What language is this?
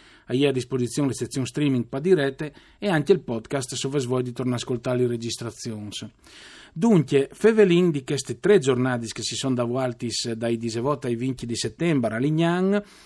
Friulian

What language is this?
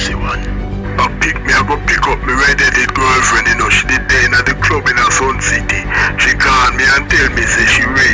Jamaican Creole English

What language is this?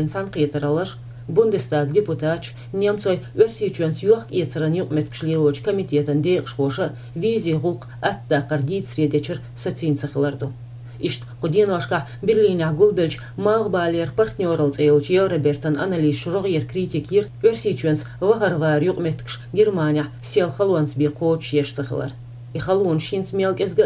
Chechen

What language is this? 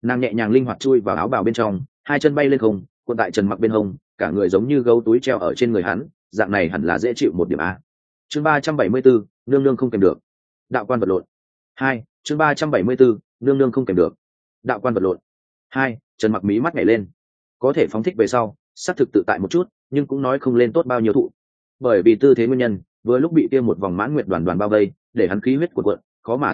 Vietnamese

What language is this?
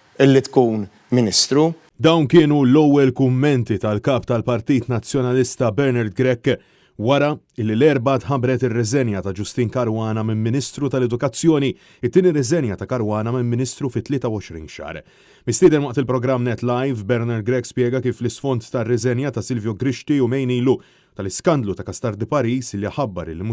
Maltese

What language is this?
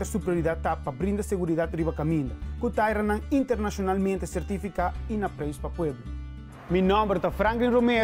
Papiamento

